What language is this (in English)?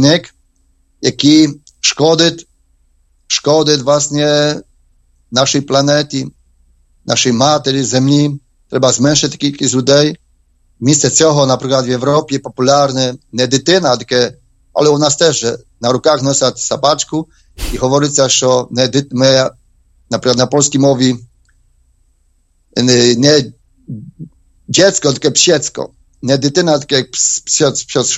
Ukrainian